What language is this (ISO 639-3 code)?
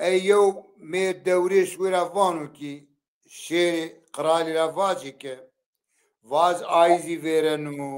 zza